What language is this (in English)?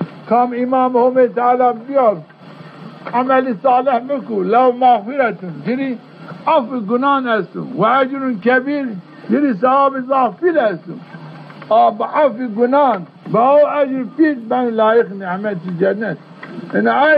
Zaza